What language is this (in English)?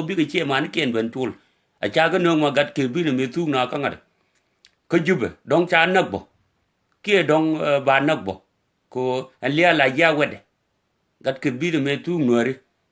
Nuer